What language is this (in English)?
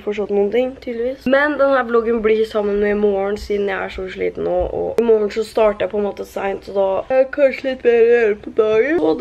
Norwegian